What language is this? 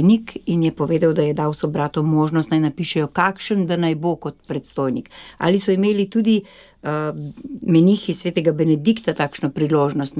Slovenian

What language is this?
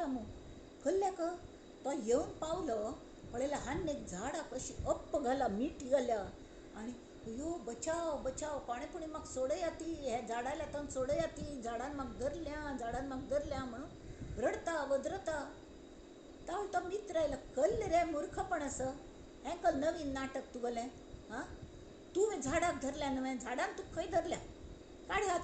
Konkani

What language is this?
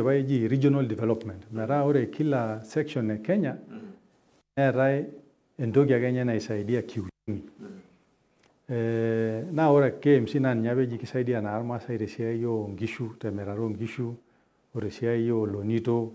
Masai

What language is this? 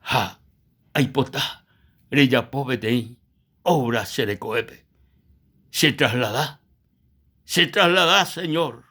Guarani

